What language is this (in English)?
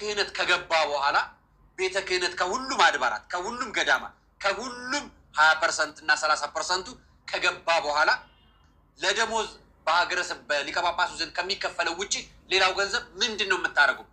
Amharic